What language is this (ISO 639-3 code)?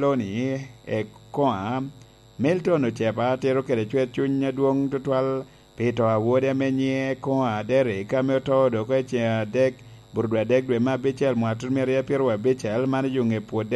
laj